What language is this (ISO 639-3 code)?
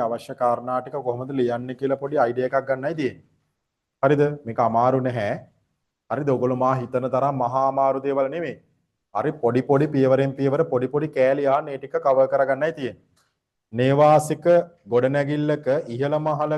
sin